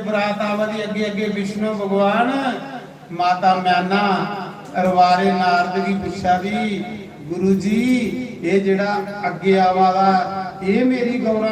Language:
Dogri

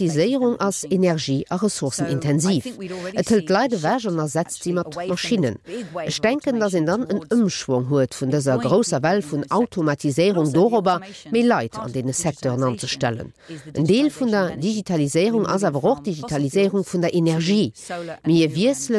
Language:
Luxembourgish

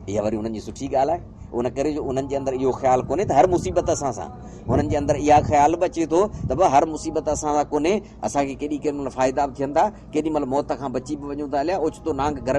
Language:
Sindhi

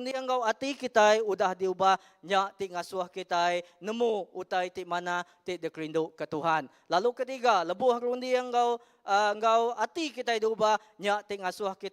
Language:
Iban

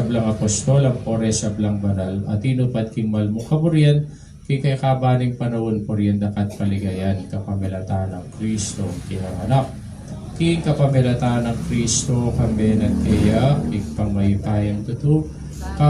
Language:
Pampanga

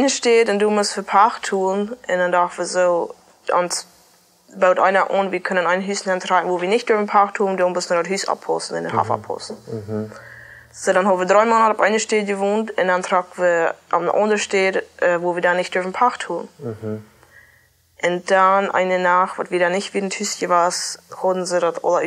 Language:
Plautdietsch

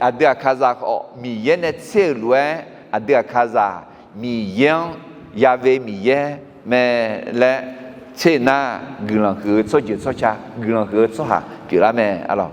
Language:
Akha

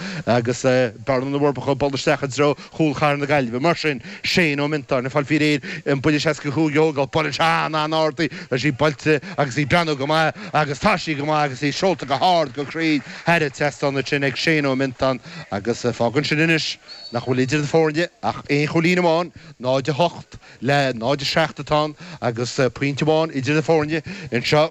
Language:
Irish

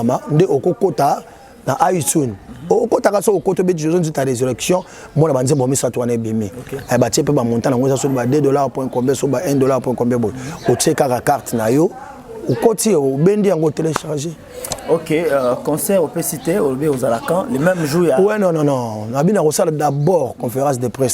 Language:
Lingala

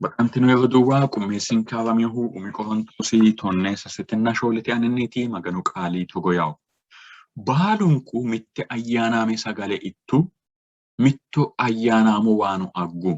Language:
Sidamo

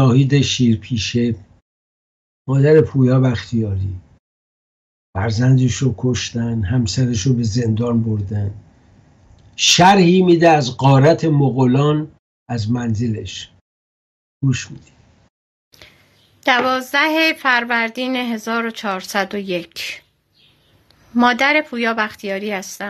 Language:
Persian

